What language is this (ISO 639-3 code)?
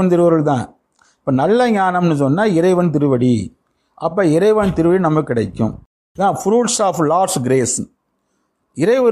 tam